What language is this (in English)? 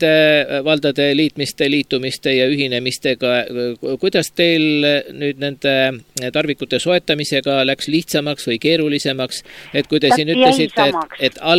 Estonian